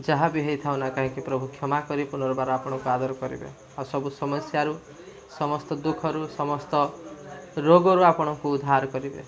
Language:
Odia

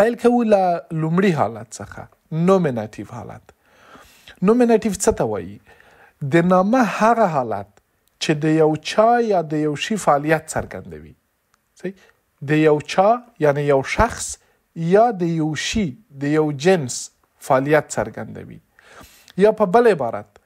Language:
Pashto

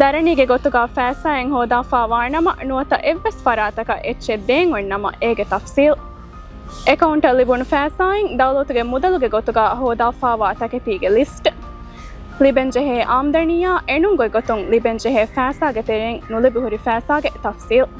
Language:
Divehi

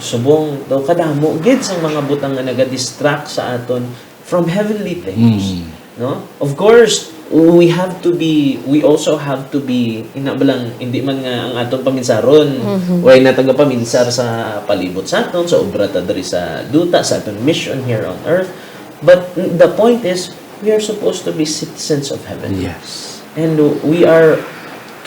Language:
Hiligaynon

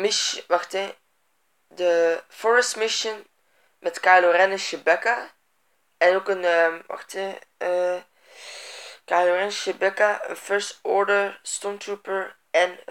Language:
Dutch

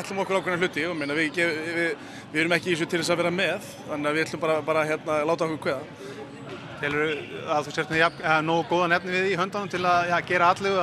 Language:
Icelandic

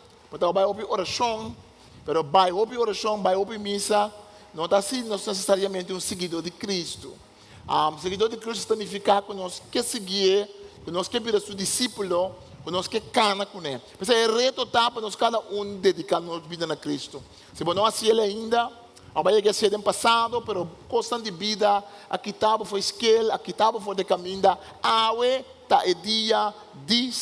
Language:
Papiamento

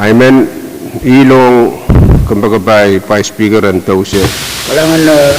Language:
Pohnpeian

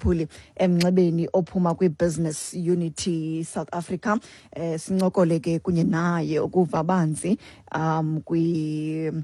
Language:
Xhosa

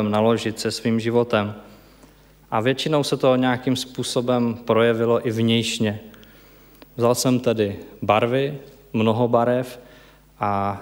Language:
Czech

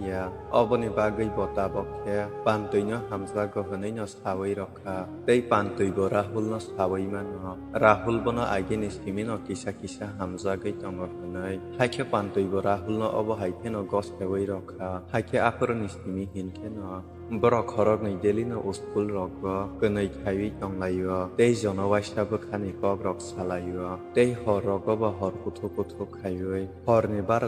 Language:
Kok Borok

